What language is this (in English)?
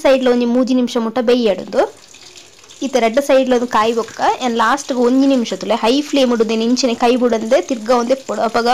Tulu